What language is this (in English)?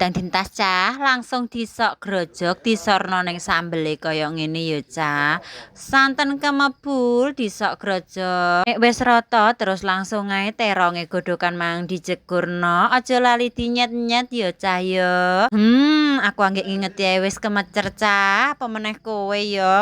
Javanese